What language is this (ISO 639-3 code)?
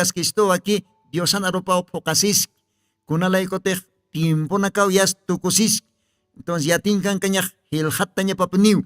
aym